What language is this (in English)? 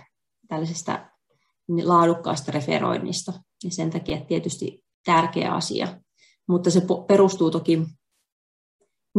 Finnish